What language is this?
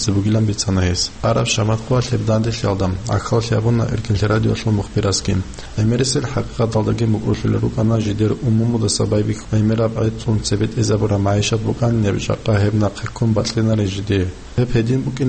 Avaric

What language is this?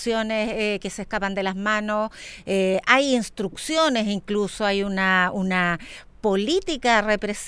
Spanish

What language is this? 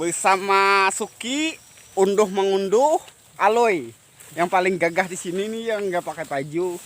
Banjar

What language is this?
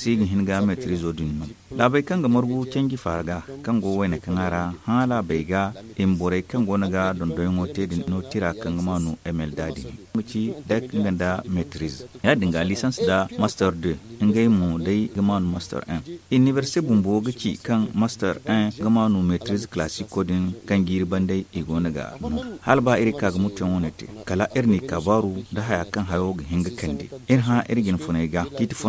Zarma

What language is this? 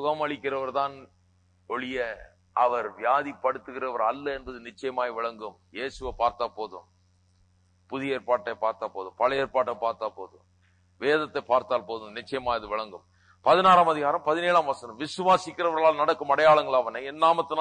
Tamil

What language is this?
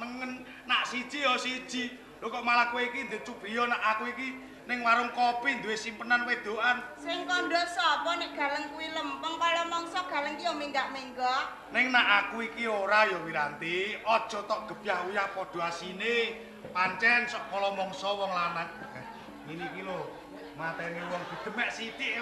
Javanese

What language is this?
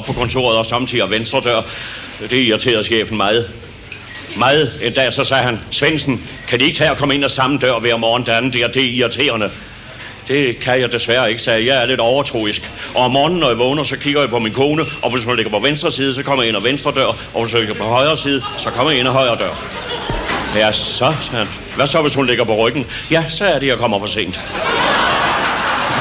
Danish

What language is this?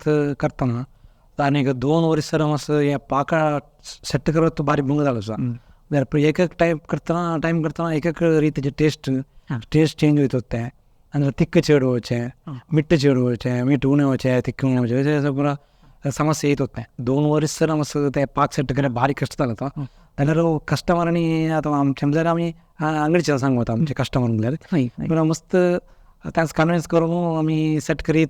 Konkani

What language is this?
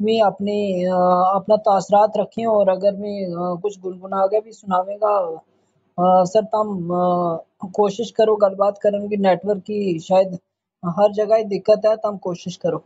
Gujari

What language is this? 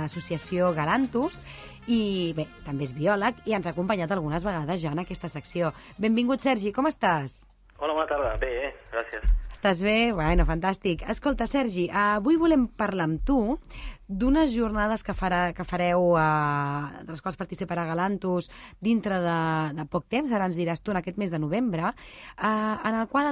Catalan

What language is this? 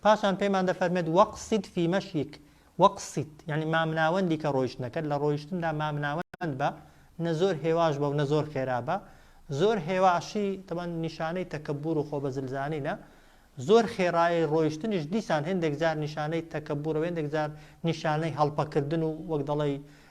Central Kurdish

